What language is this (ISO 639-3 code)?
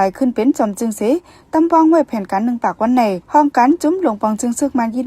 shn